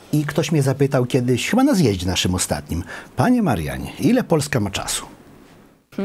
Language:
Polish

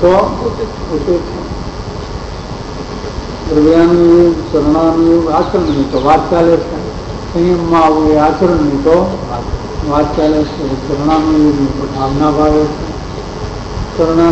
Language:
Gujarati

